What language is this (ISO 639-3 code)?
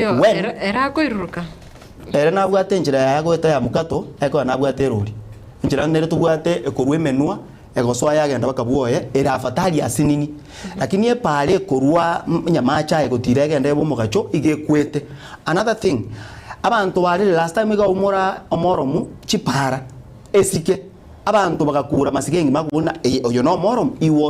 guz